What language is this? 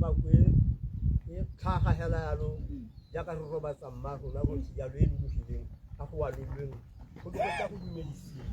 Tswana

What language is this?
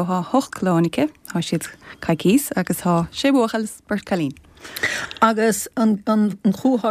Irish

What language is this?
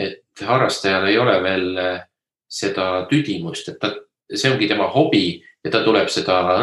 Estonian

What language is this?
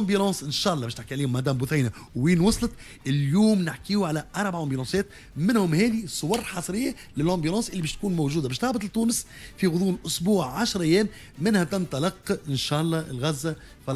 Tunisian Arabic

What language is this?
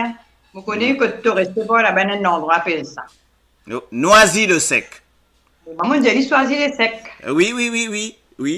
Morisyen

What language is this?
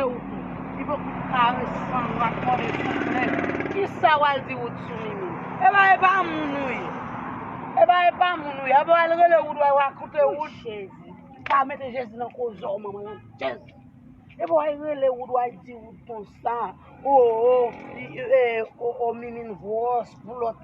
Haitian Creole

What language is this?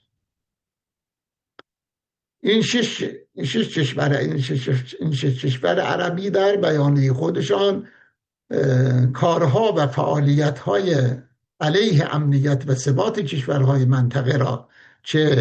Persian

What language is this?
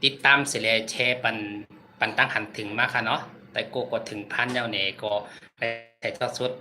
Shan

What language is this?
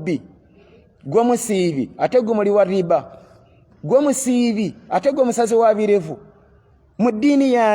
Ganda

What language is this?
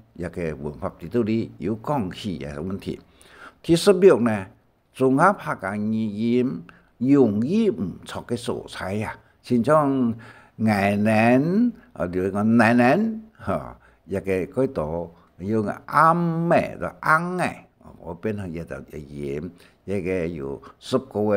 Hakka Chinese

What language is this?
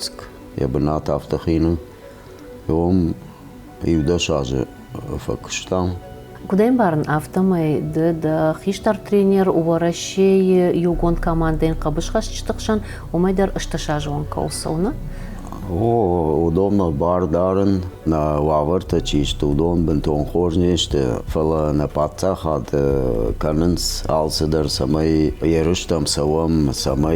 Ossetic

